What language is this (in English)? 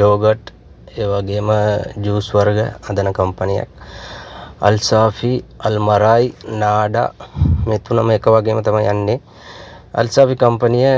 Sinhala